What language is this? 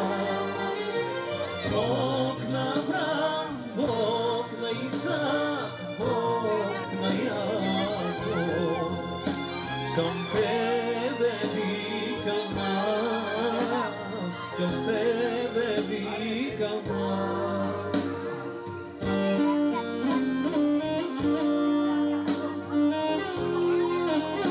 Bulgarian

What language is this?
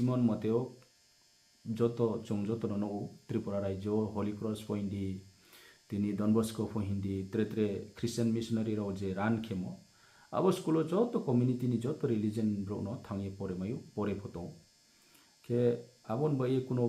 Riang (India)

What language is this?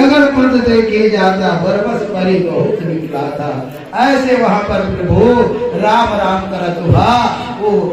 Chhattisgarhi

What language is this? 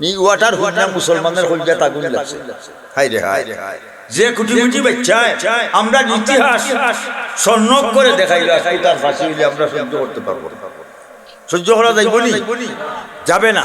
Sylheti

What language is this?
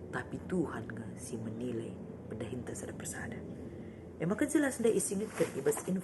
Batak Karo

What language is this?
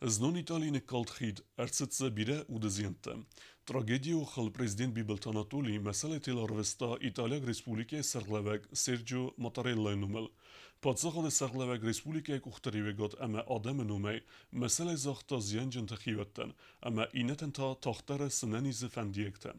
Ossetic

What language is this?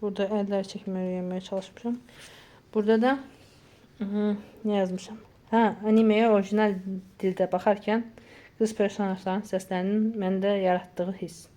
Azerbaijani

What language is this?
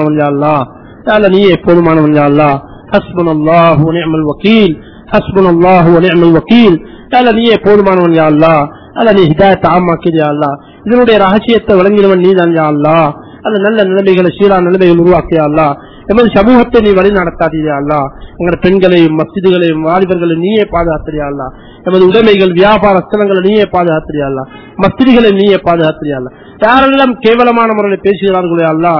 Tamil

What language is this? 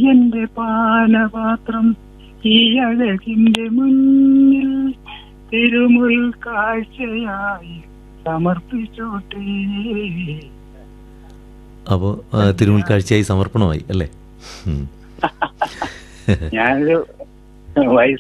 Malayalam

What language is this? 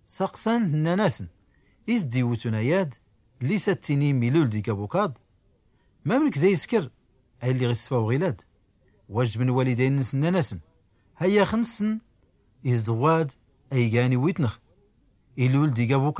Tachelhit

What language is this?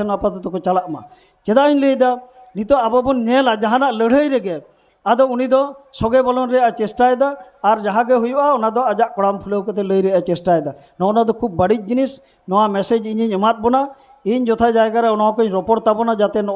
Santali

